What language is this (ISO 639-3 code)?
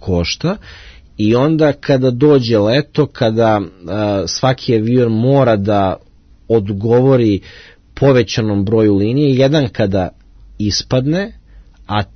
srp